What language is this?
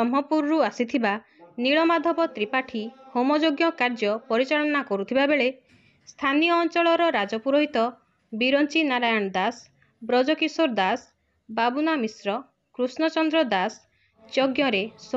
Odia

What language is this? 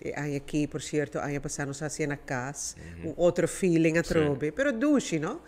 Papiamento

